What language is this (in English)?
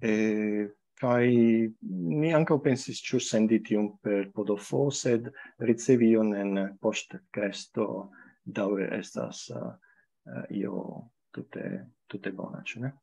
Esperanto